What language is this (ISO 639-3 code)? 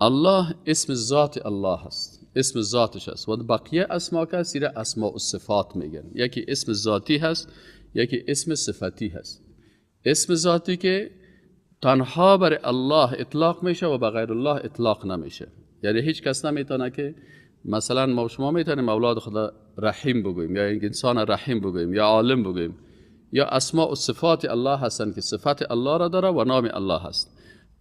fas